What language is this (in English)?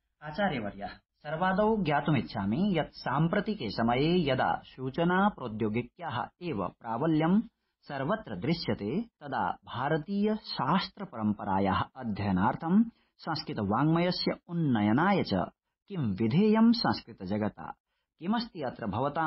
Sanskrit